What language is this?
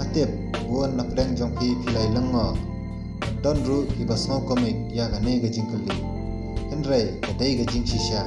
Khasi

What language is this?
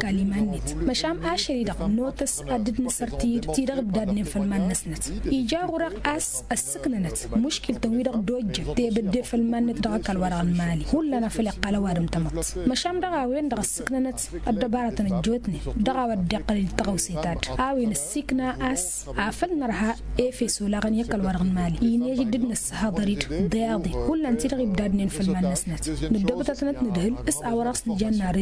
Tamasheq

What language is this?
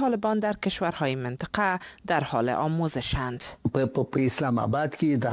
Persian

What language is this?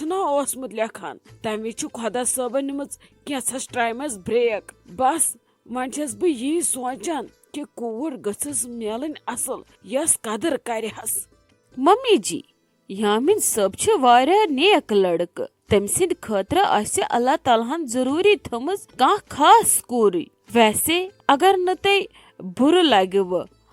Kashmiri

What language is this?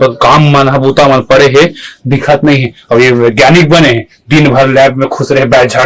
Chhattisgarhi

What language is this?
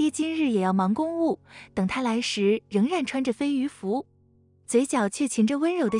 Chinese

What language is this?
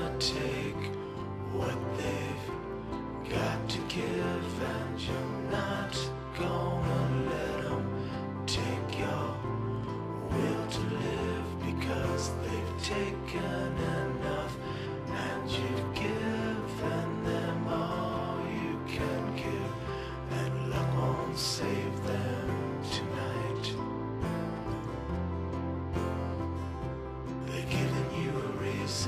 English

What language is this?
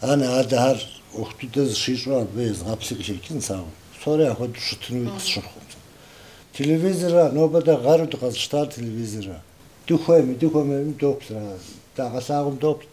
Kabardian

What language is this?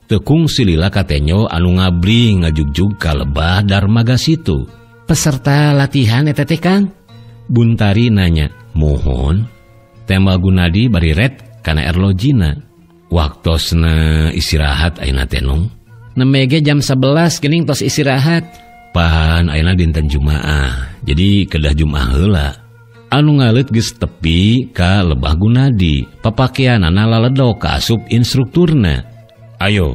Sundanese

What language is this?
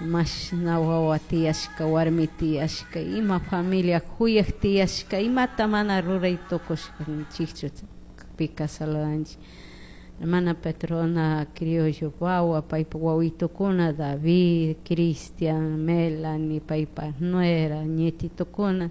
Chimborazo Highland Quichua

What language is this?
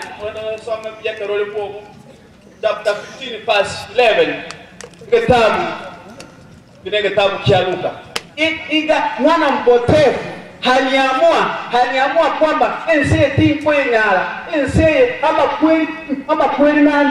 Swahili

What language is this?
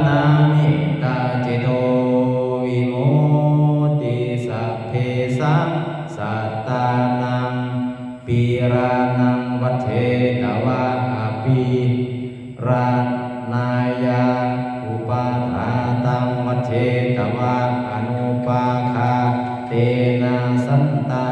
Pali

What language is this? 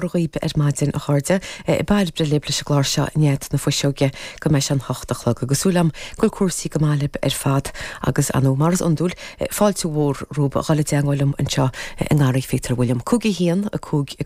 Irish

